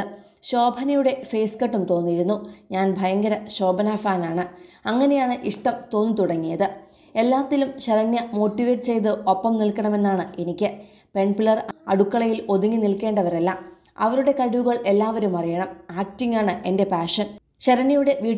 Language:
Malayalam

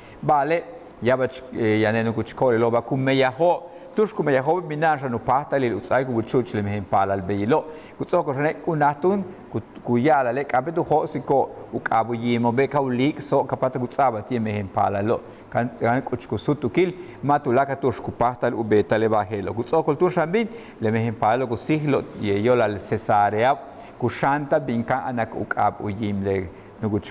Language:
Yucateco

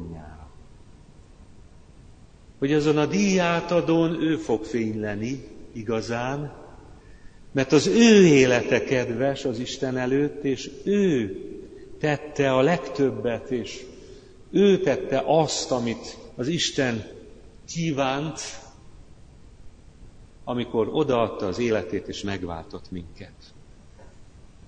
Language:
Hungarian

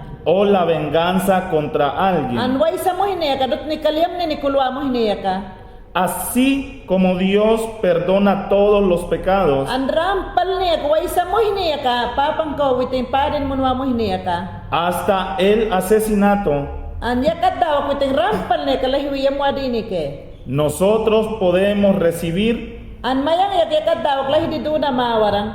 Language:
Mayangna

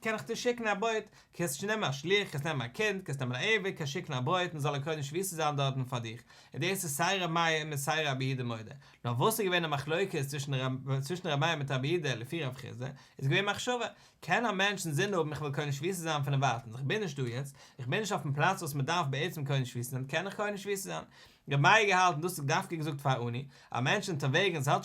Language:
Yiddish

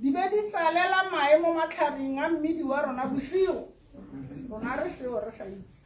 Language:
Tswana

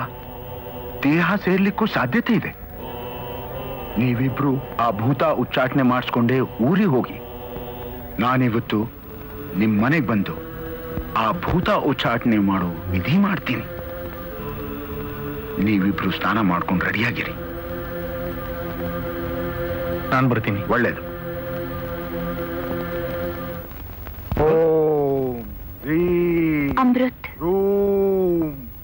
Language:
Kannada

